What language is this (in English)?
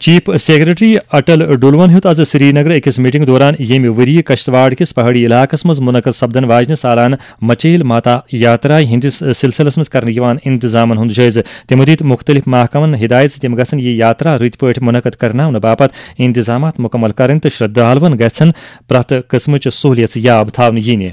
Kashmiri